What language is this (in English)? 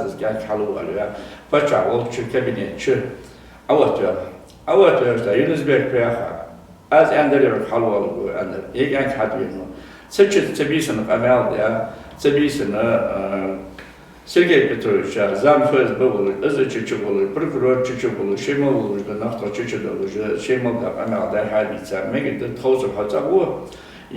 Ingush